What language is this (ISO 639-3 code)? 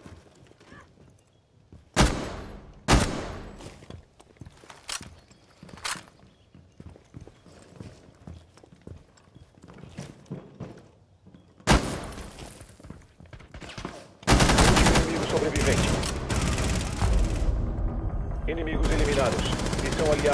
por